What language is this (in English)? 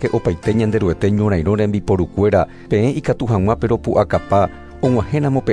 Guarani